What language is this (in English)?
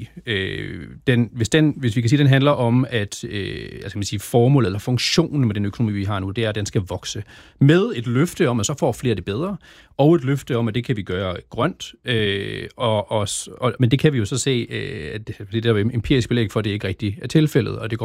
Danish